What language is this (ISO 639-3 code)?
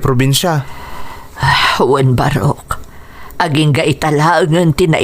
ilo